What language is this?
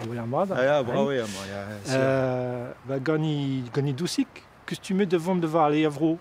Breton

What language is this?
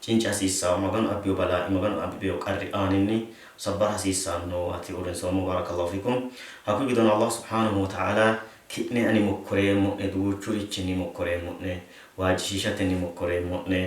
Sidamo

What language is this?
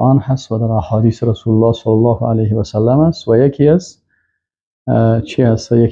Persian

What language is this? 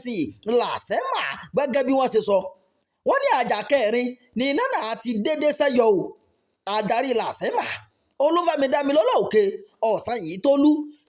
Yoruba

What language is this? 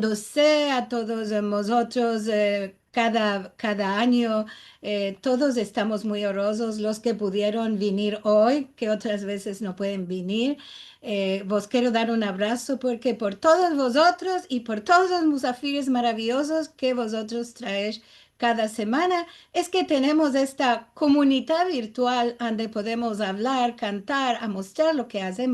Ladino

